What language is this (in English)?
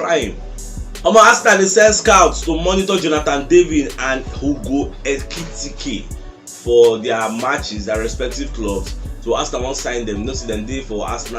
Nigerian Pidgin